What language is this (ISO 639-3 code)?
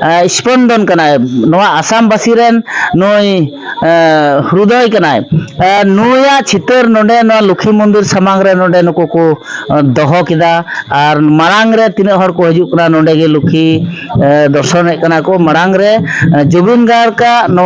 sat